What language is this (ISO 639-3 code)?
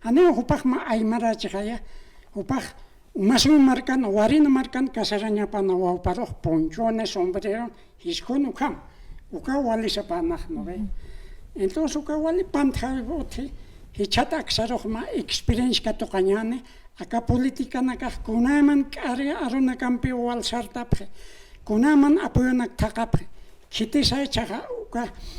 aym